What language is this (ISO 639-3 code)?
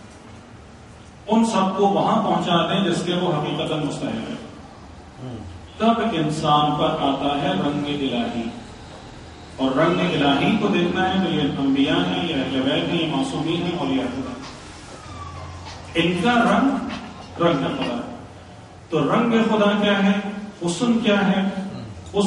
urd